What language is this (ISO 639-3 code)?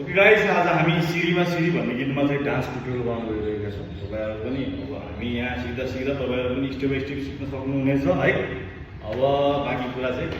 nep